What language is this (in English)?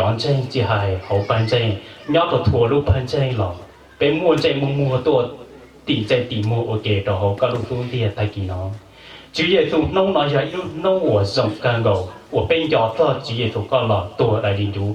Hmong